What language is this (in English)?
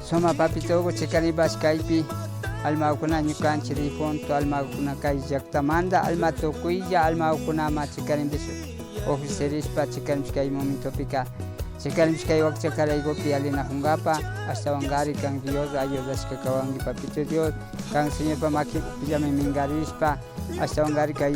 Imbabura Highland Quichua